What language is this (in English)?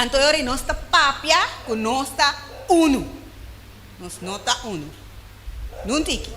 Papiamento